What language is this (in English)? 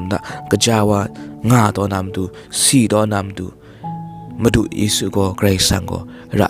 Kachin